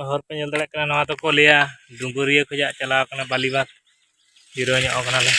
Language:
Santali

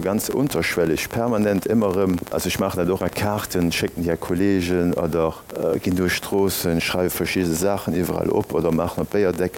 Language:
Luxembourgish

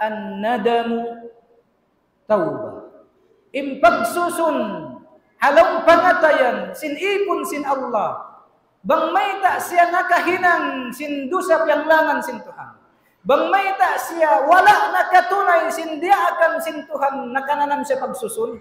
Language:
Tausug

